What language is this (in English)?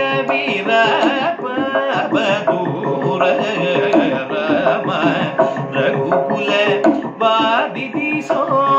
Telugu